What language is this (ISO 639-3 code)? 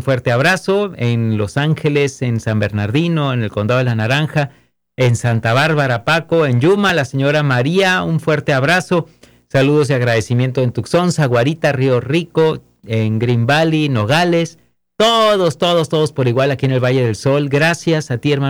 spa